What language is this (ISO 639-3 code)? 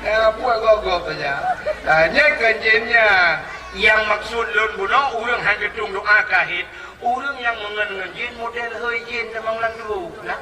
ace